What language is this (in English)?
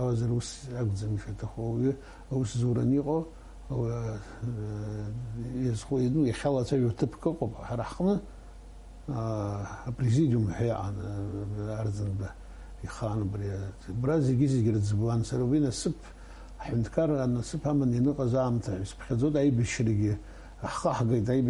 Abkhazian